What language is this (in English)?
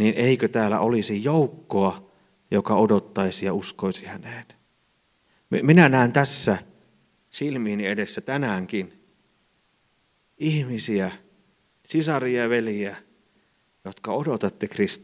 Finnish